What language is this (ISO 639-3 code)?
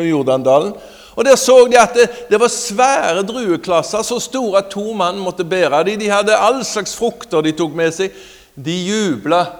nor